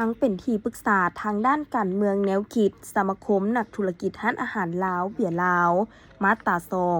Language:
Lao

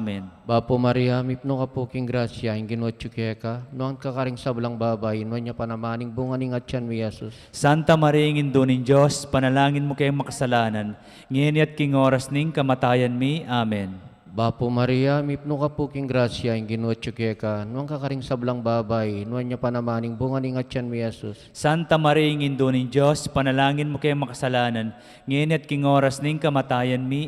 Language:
Pampanga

